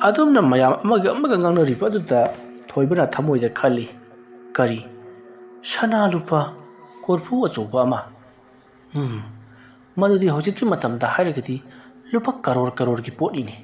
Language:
Manipuri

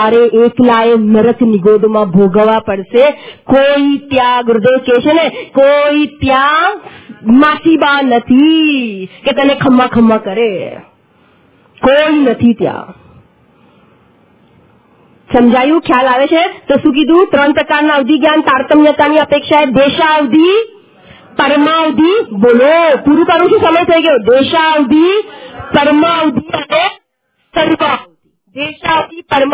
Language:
Gujarati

